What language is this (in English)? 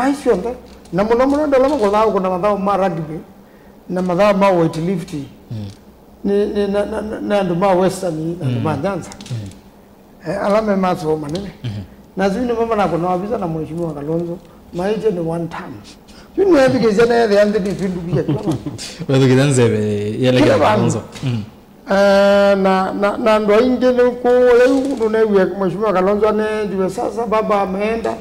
Kamba